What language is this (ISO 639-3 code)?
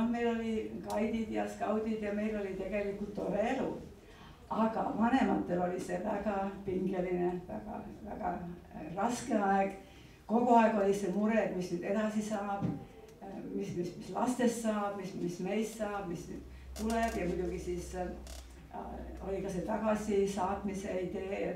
est